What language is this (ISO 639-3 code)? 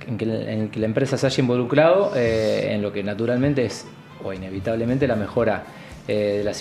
spa